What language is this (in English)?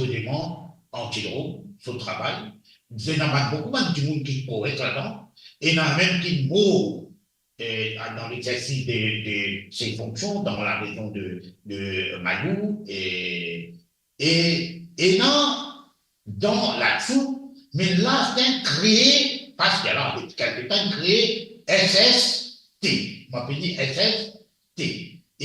Morisyen